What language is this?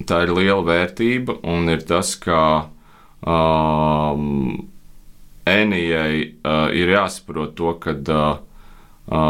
Latvian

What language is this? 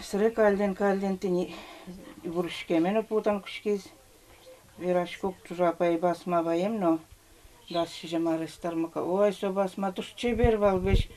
Udmurt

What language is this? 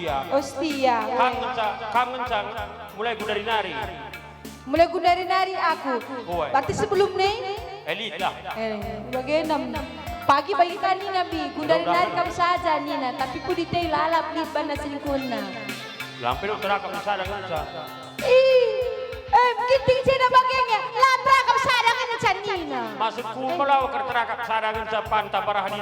Batak Karo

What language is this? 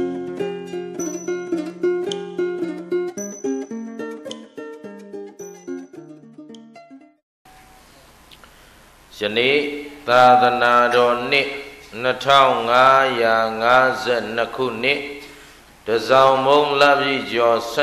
Burmese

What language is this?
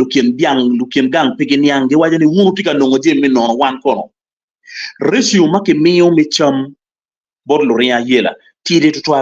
Acoli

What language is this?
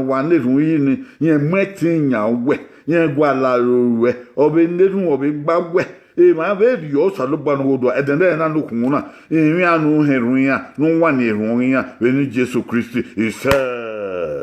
Bini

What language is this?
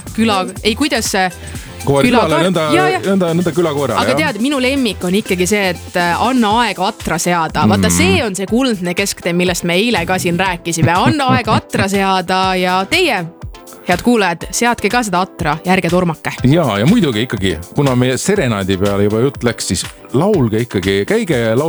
Estonian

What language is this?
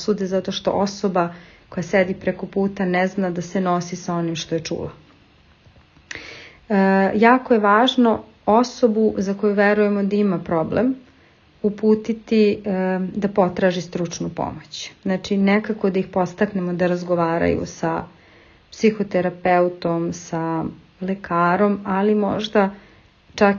Serbian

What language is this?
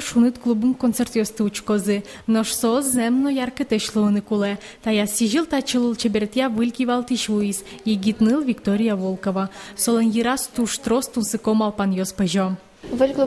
Udmurt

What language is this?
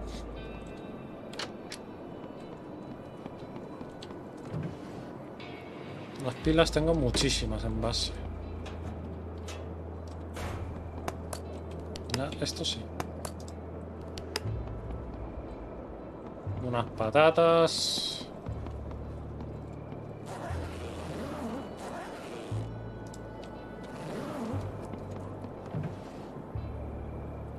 Spanish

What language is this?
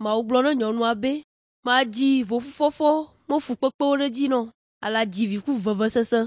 Ewe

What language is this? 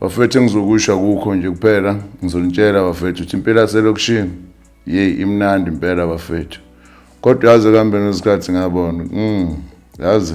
Zulu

